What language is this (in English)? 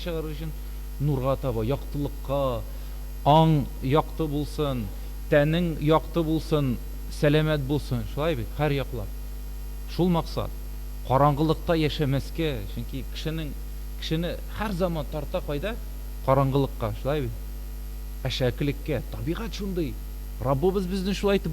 Tatar